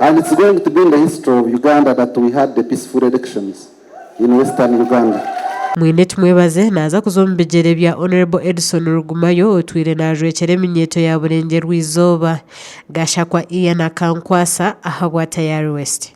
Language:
Nyankole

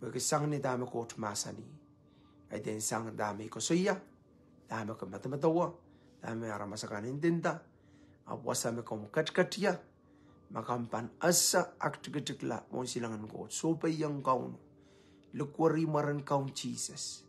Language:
Pohnpeian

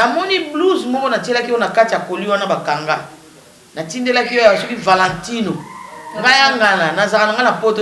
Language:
Lingala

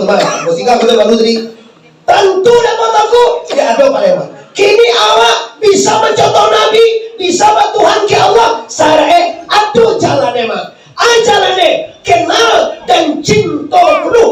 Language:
Minangkabau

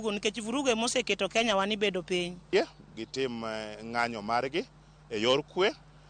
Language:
Luo (Kenya and Tanzania)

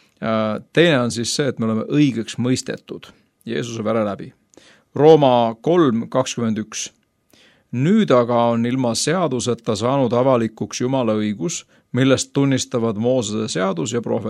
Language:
Estonian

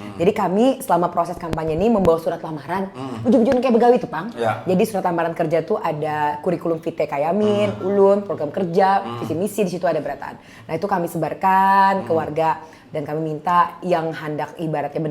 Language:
Banjar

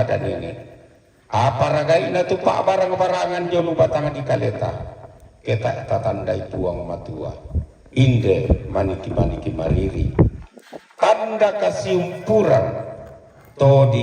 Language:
Toraja-Sa'dan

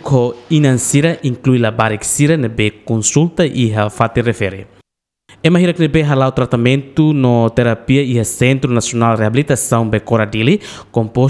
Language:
Tetum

